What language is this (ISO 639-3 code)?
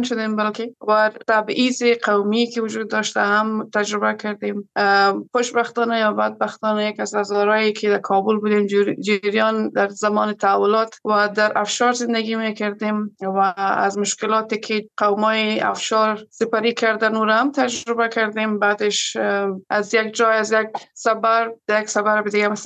fas